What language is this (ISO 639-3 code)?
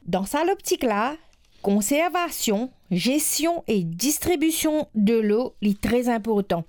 mfe